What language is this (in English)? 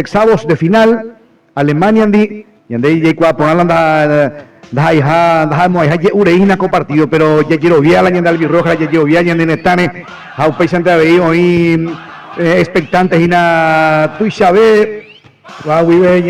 Guarani